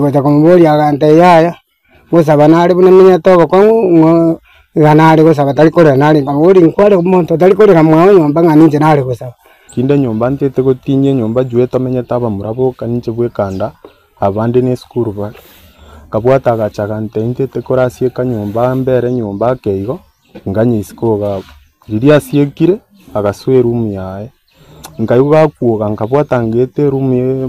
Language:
Gusii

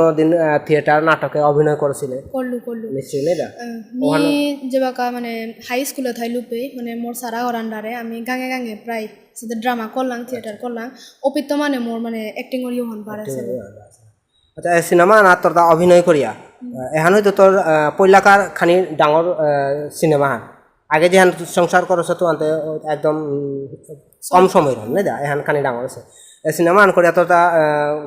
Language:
Bishnupriya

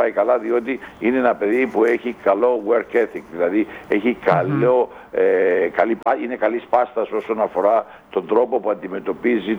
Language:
Greek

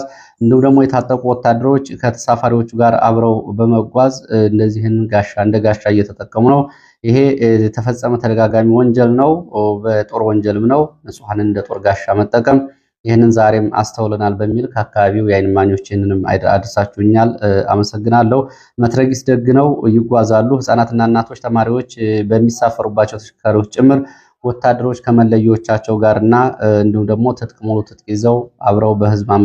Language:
Amharic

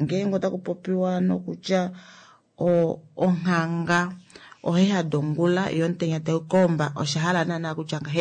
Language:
Kuanyama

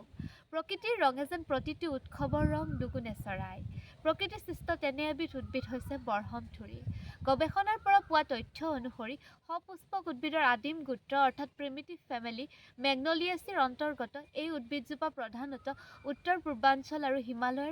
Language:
Assamese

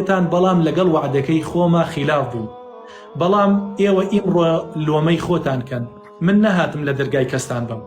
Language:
Central Kurdish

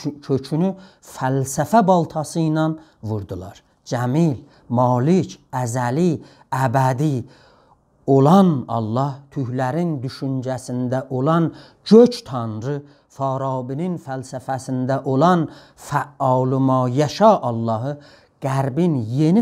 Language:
South Azerbaijani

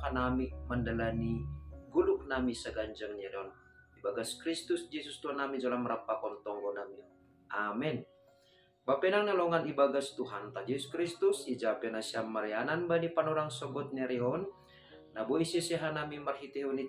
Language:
Batak Simalungun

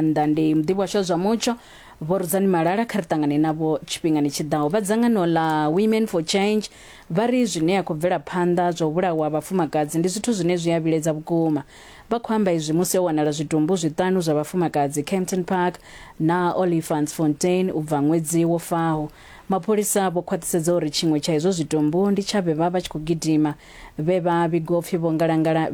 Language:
Venda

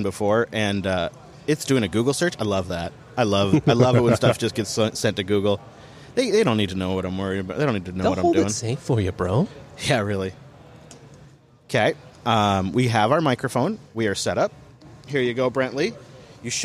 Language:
English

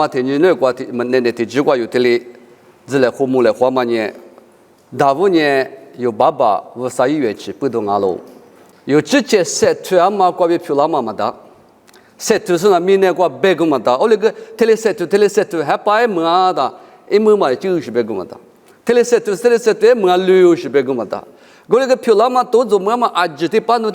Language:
Lisu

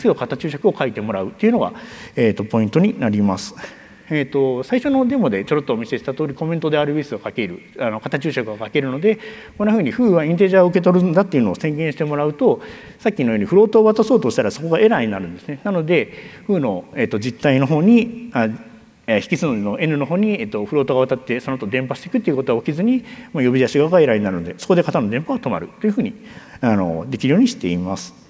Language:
Japanese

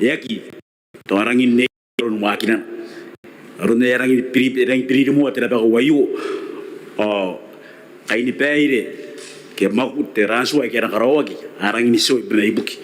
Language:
Gilbertese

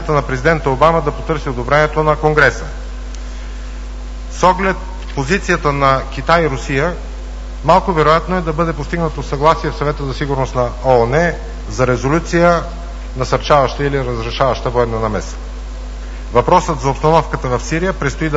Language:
Bulgarian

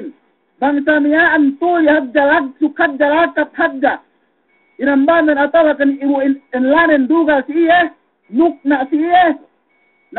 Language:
Yakan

